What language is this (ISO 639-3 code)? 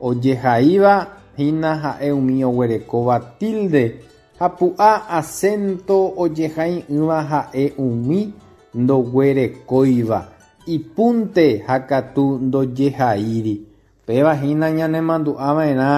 grn